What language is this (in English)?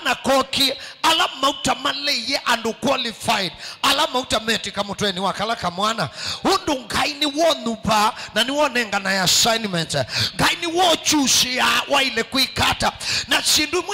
Kamba